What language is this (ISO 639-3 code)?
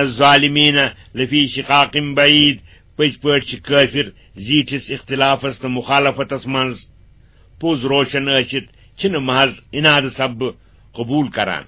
kas